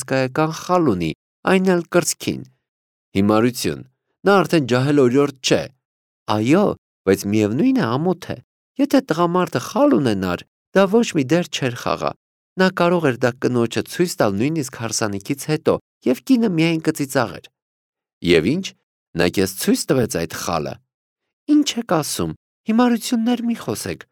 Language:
Armenian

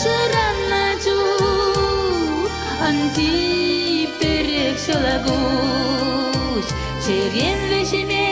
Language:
Chuvash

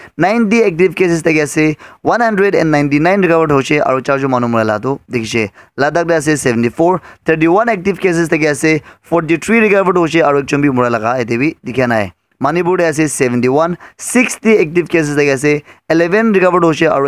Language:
Naga Pidgin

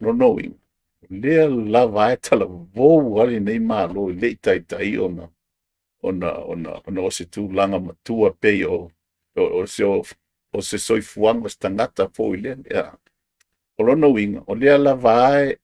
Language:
Samoan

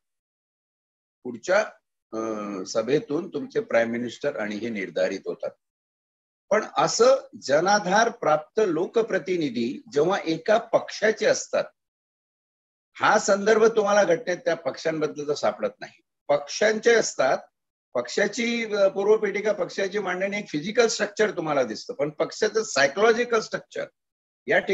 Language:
Marathi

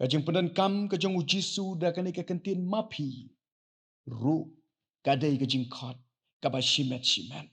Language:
Khasi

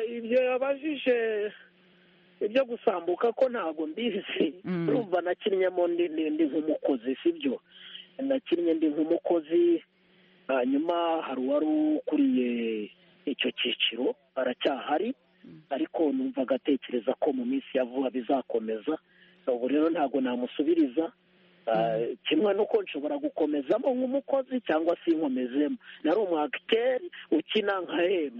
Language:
Kinyarwanda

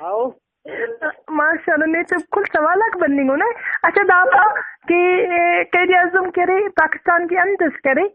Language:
Brahui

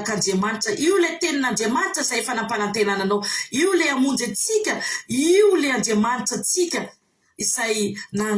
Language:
Malagasy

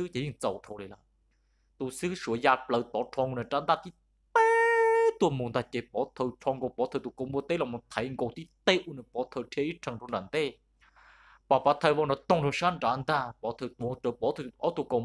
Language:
Vietnamese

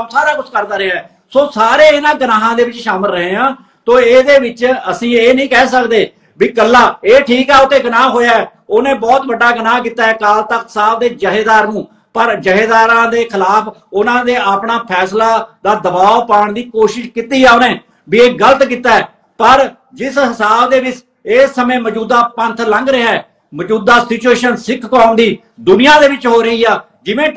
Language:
Punjabi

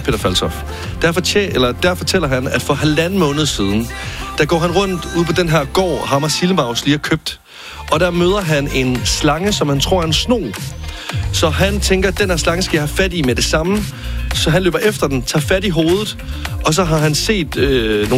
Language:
Danish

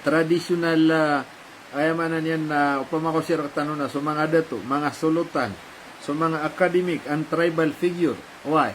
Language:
Maranao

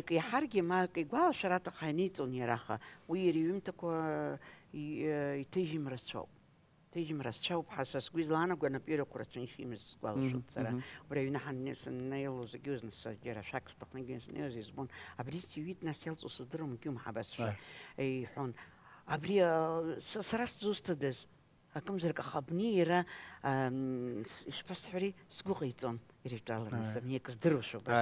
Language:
Abkhazian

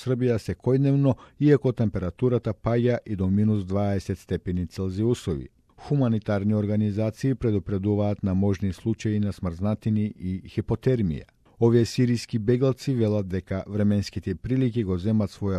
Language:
Macedonian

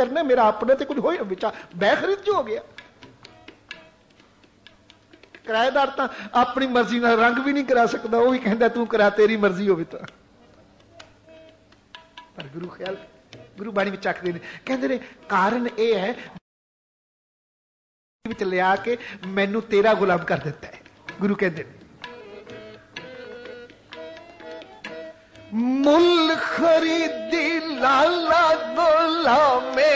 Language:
Punjabi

